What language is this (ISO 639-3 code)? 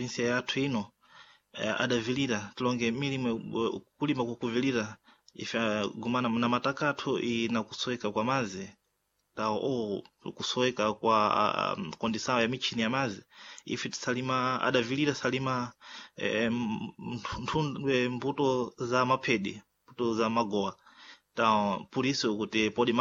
seh